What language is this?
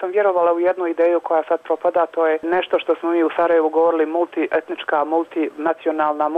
Bosnian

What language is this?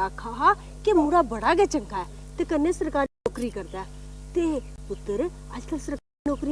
Dogri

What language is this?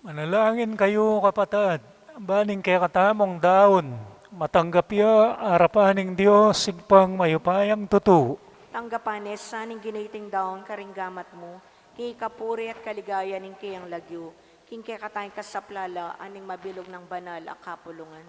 Pampanga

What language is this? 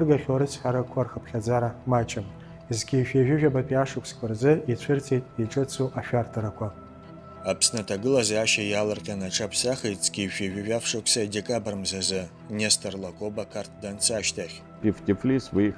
Abkhazian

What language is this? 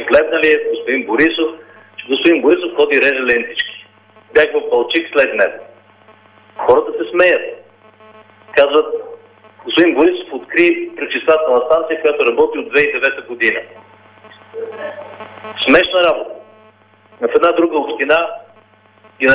Bulgarian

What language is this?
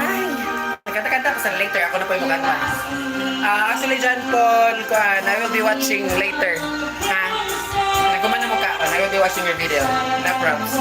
Cebuano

